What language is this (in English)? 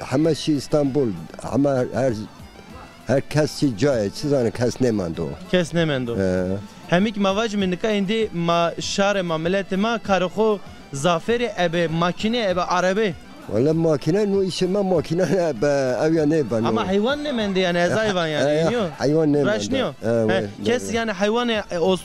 Zaza